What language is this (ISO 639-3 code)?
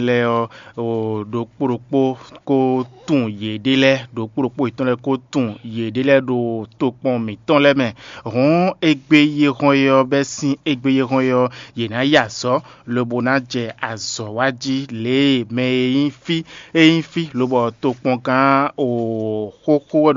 fon